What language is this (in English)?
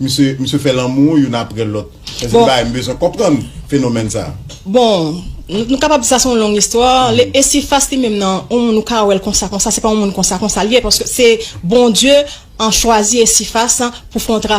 Haitian Creole